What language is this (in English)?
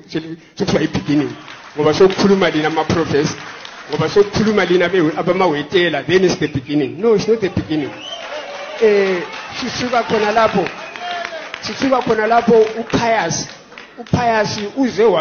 Shona